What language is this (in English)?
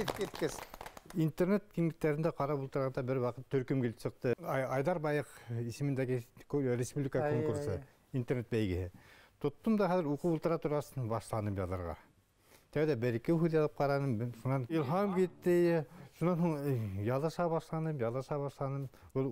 Bashkir